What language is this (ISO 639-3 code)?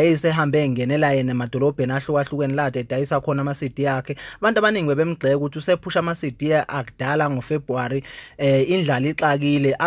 zul